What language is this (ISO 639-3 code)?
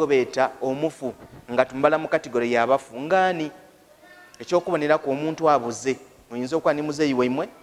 lug